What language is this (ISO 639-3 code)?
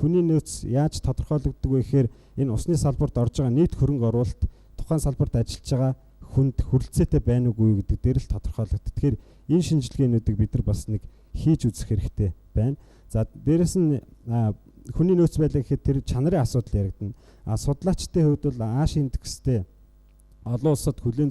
mon